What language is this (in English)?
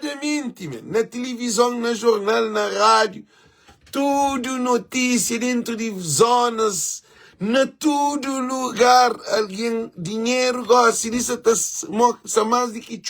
Kabuverdianu